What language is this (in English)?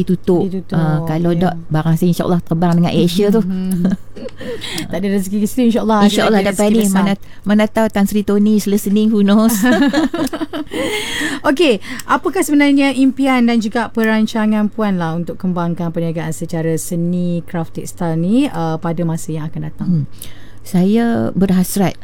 Malay